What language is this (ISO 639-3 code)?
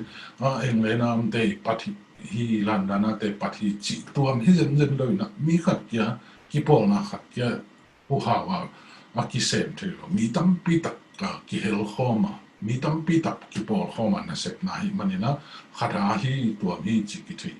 ctd